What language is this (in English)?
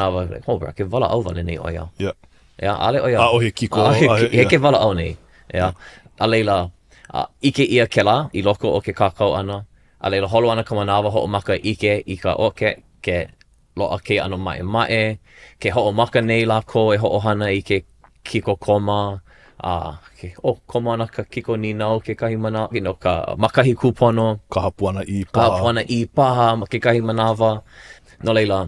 Hawaiian